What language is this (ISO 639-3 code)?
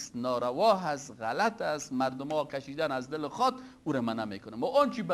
fas